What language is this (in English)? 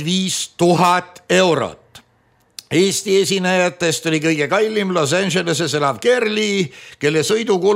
Estonian